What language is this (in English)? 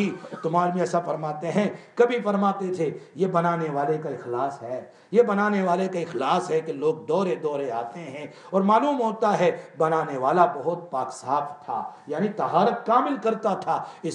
Urdu